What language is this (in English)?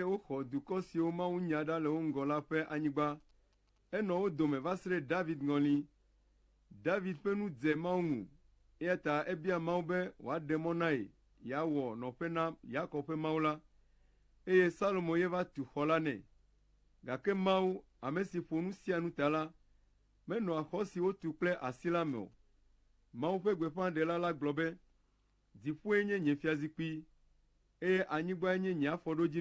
Ewe